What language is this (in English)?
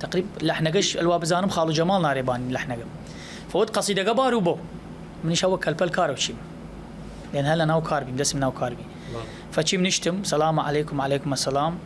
Southern Kurdish